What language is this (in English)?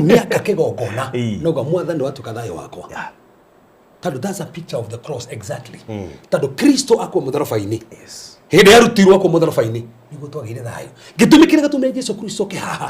Kikuyu